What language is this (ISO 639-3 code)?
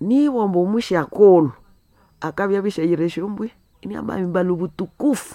nnb